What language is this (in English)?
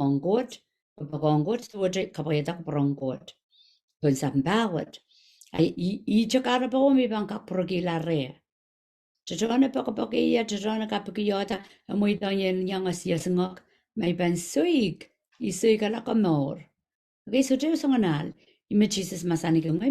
Pohnpeian